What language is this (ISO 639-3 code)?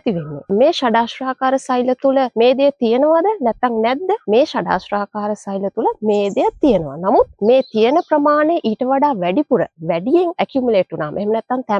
sin